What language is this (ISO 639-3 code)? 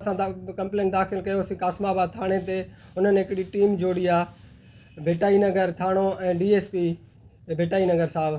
snd